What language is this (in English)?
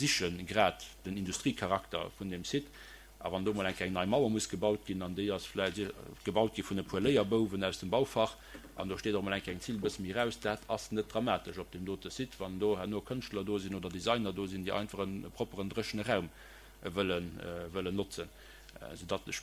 Luxembourgish